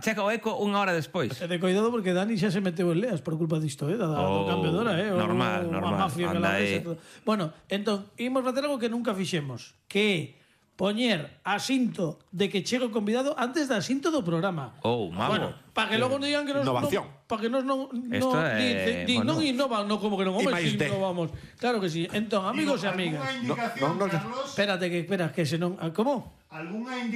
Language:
Galician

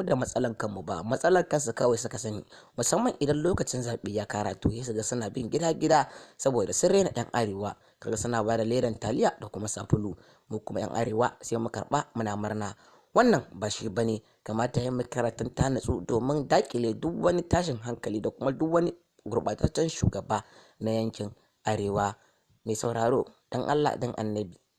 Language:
Hausa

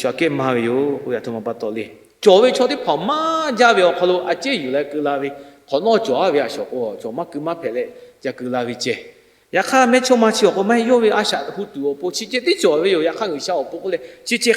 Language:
Lahu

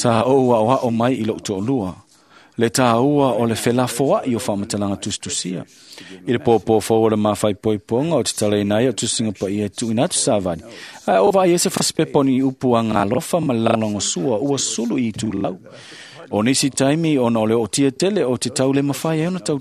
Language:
Samoan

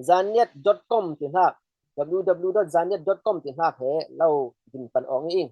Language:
Falam Chin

